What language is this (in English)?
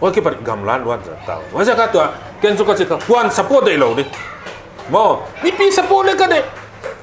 Paite Chin